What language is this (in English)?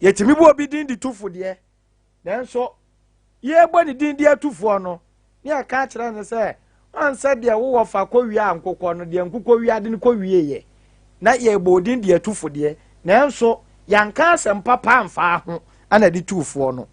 Akan